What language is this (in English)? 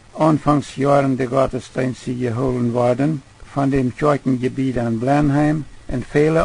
Plautdietsch